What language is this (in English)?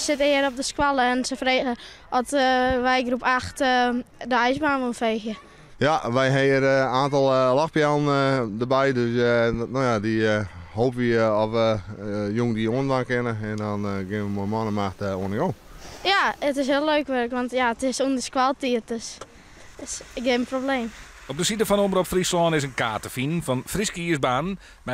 Western Frisian